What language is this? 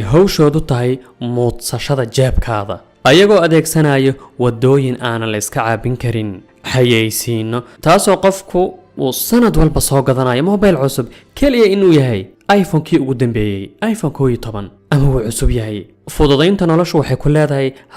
Somali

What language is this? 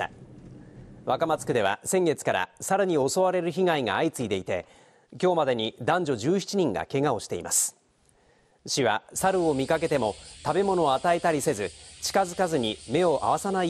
Japanese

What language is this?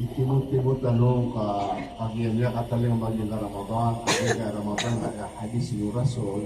Maranao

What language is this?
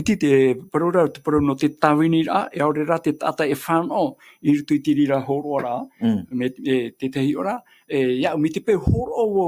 Tahitian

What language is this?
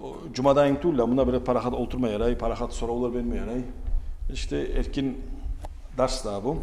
Kumyk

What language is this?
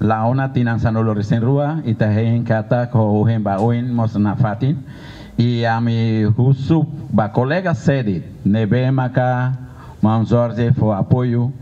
Tetum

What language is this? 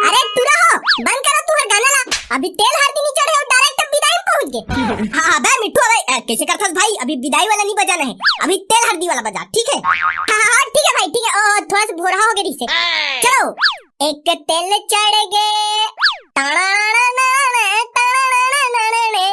Chhattisgarhi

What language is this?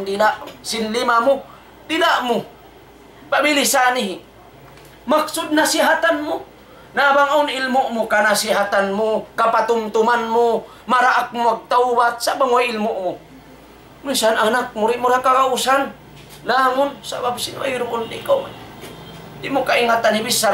Tausug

